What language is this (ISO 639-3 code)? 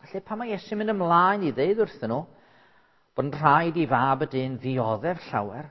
cym